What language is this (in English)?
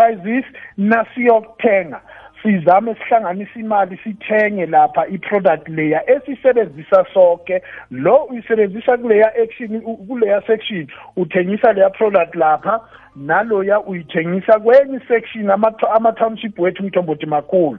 South Ndebele